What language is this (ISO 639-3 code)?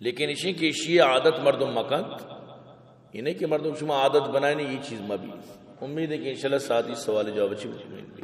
bgp